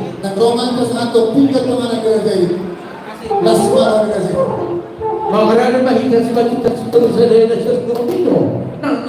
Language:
Batak Toba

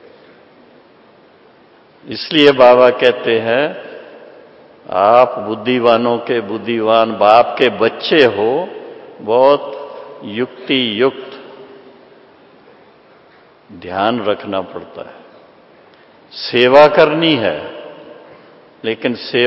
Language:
Hindi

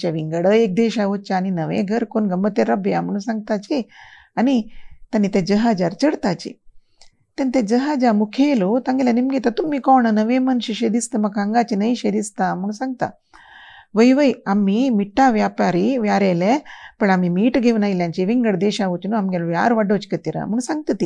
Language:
Konkani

